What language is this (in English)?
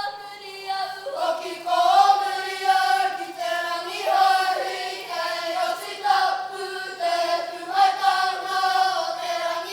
Māori